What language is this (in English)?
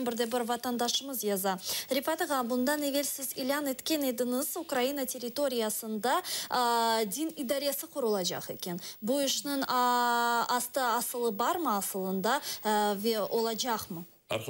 Crimean Tatar